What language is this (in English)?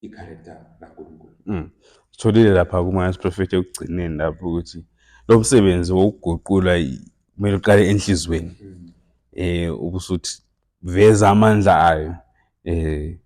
Zulu